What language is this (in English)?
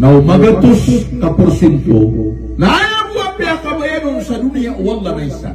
Maranao